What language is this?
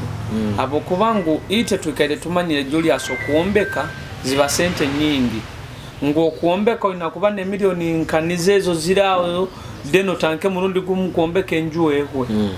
Nyoro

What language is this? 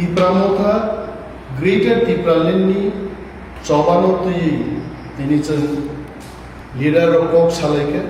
Kok Borok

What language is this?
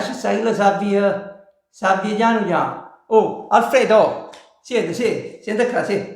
Neapolitan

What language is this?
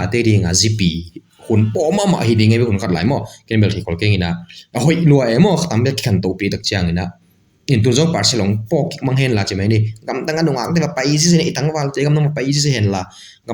Tedim Chin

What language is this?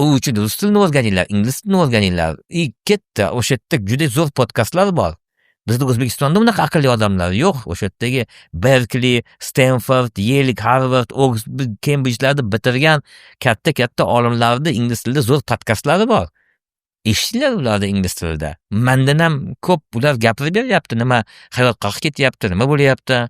Uzbek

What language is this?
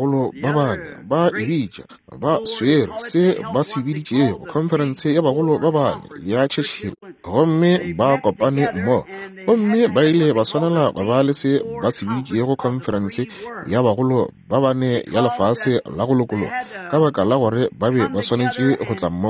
Northern Sotho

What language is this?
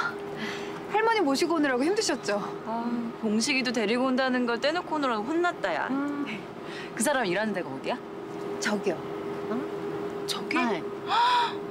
Korean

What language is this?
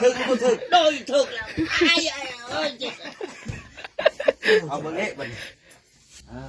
Lao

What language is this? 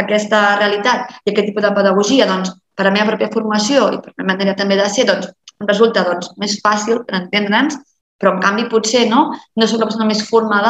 Catalan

